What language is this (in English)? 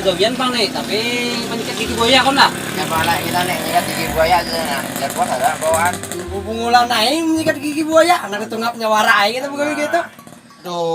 Banjar